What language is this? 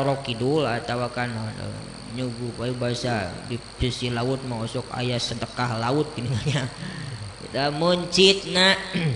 Sundanese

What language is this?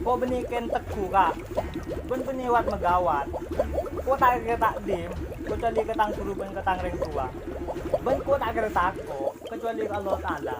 Madurese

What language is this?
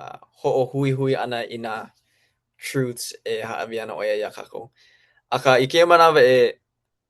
Hawaiian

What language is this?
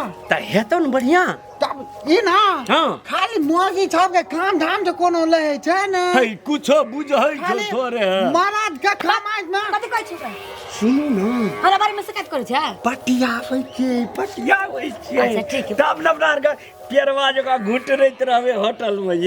Maithili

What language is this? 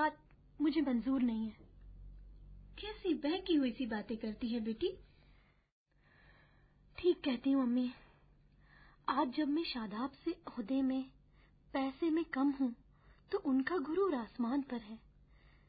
Hindi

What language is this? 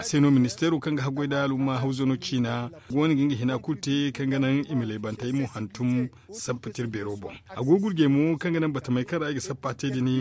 Zarma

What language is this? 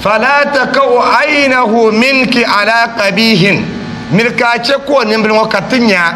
Dagbani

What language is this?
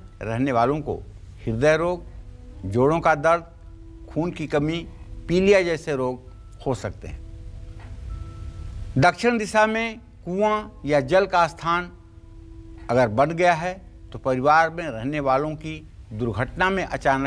Hindi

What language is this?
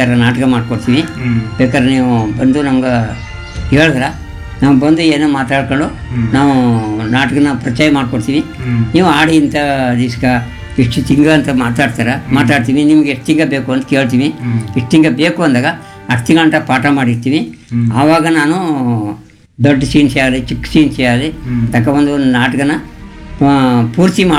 Kannada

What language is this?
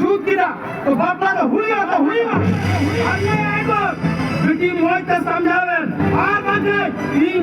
Santali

